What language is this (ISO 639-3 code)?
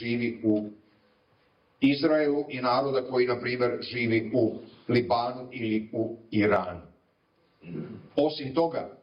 srp